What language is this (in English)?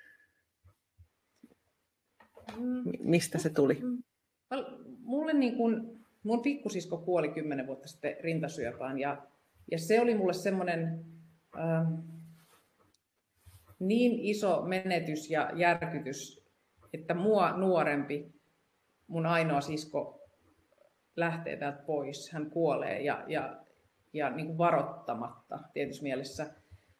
Finnish